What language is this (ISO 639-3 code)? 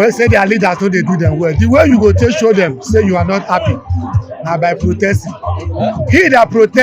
pcm